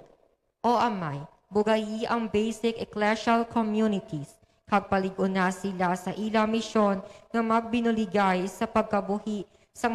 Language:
Hiligaynon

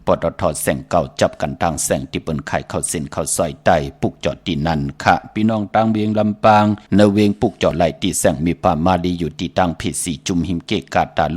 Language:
Shan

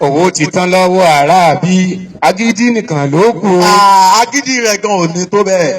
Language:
Yoruba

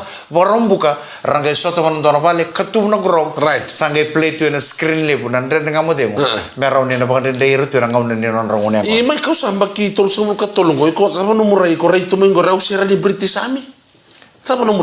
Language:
Fijian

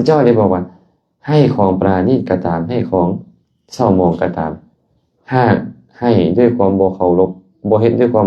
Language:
Lao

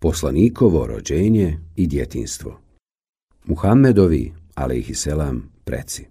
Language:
Bosnian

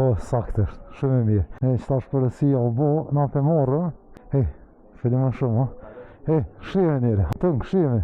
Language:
Albanian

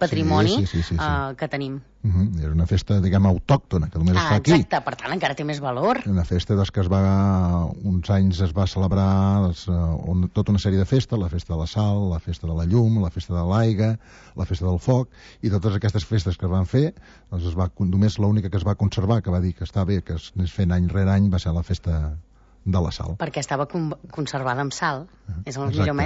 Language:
Catalan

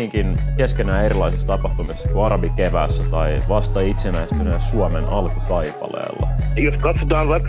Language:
Finnish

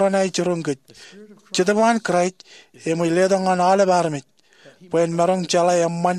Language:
Marshallese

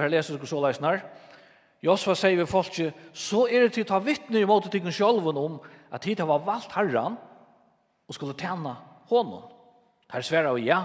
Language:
Faroese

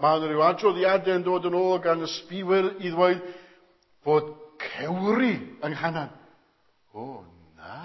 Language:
Welsh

